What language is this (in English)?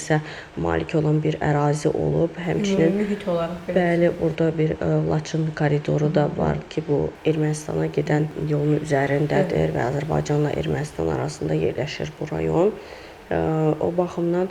Azerbaijani